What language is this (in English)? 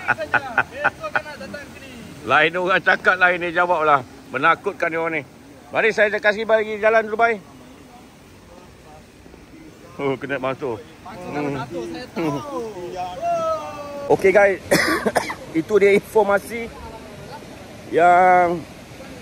Malay